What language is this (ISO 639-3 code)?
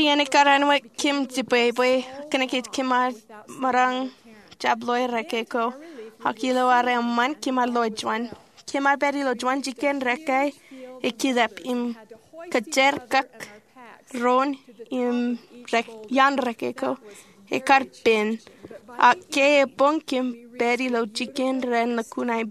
mah